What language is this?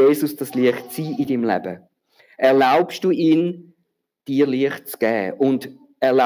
Swiss German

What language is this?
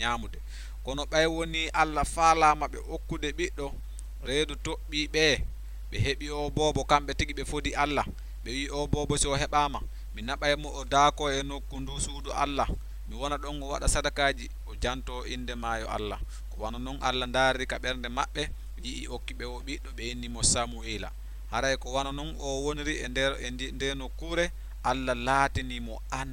Fula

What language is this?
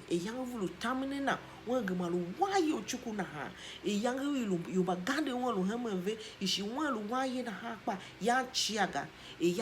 Tiv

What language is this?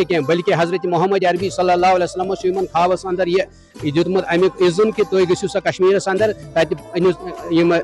Kashmiri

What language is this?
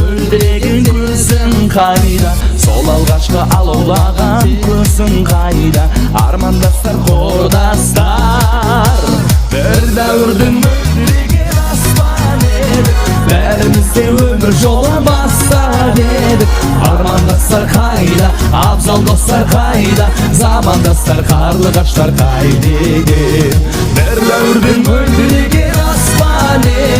Kara-Kalpak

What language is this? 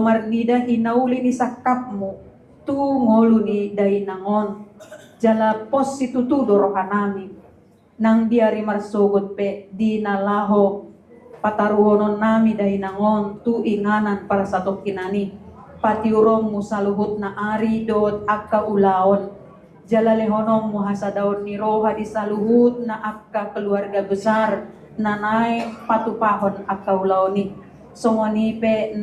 Batak Toba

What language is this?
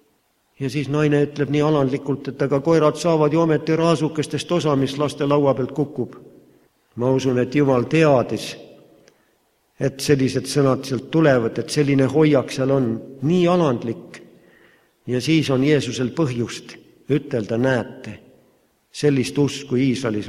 Estonian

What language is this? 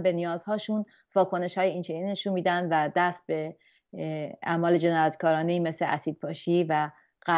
Persian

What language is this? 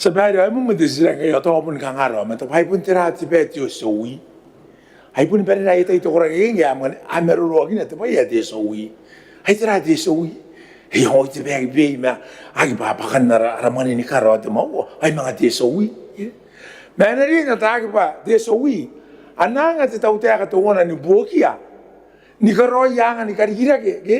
Gilbertese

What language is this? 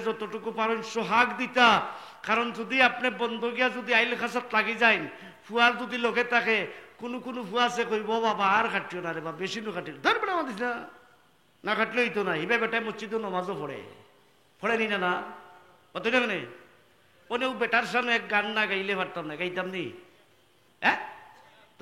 Sylheti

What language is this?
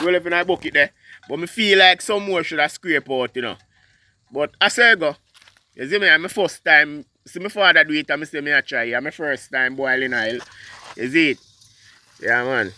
Jamaican Creole English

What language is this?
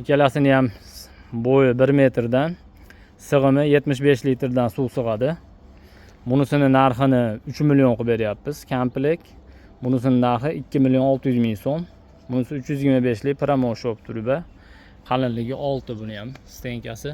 Uzbek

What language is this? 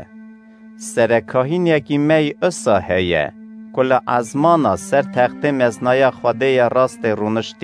Kurdish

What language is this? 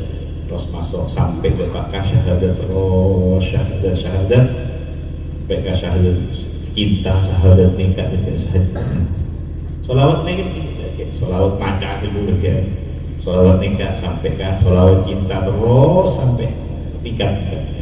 Madurese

